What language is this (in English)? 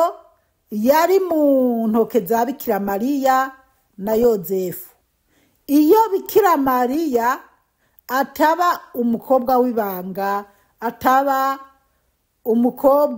Rundi